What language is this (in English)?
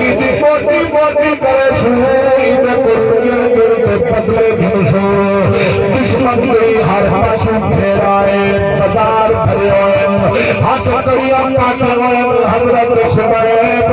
Saraiki